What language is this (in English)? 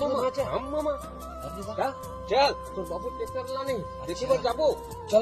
Chhattisgarhi